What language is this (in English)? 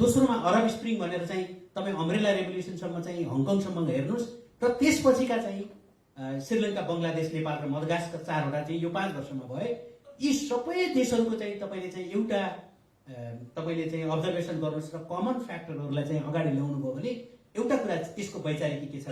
Nepali